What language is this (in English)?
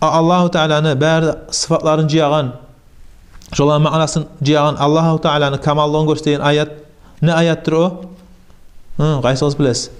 Kumyk